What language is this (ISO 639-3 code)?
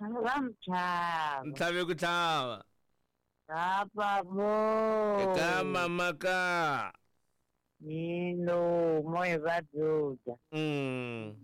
tso